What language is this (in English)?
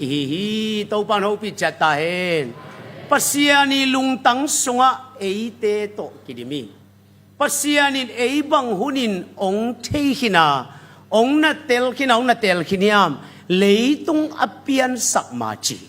Tedim Chin